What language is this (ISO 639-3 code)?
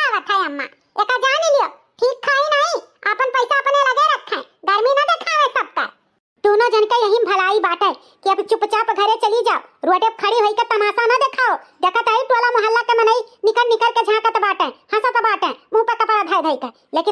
awa